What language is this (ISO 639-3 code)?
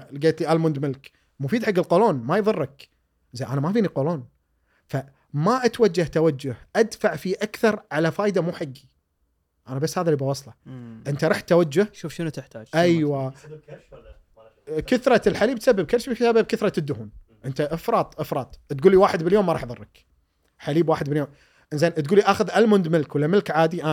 afb